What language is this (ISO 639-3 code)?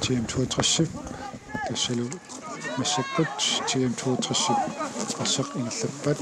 kal